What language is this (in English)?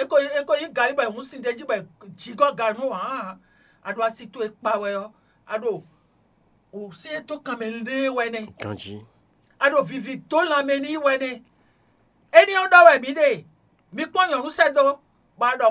Fon